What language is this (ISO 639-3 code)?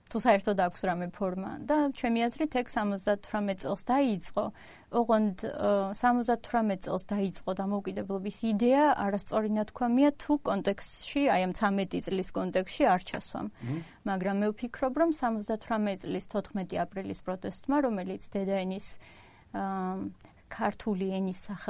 kat